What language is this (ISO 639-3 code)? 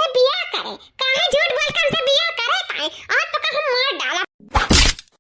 awa